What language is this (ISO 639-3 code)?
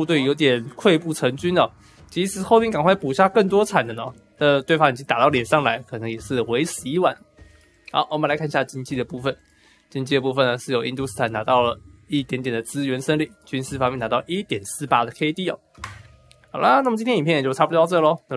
zho